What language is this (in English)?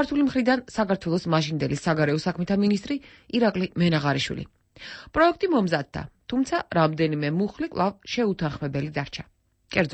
Georgian